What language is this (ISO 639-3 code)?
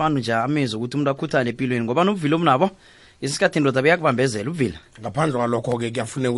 nbl